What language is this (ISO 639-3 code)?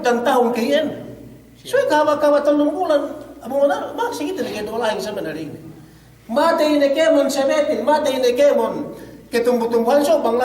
yka